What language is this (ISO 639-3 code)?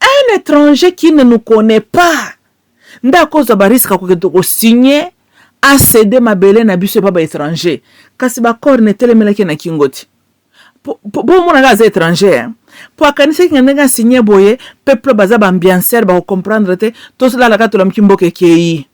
lin